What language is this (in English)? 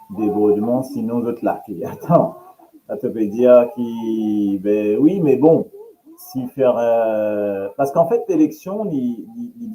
Morisyen